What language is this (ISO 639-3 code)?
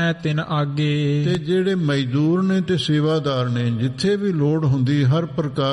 pan